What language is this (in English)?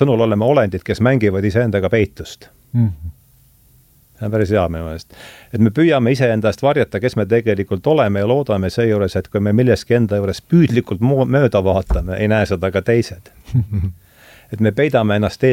Estonian